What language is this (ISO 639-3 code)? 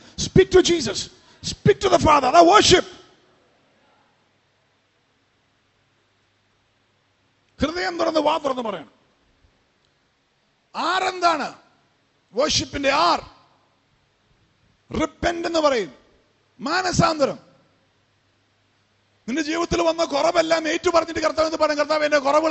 mal